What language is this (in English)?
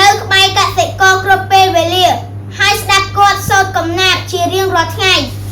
Khmer